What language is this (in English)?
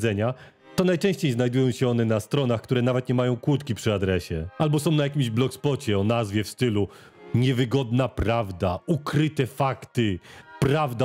Polish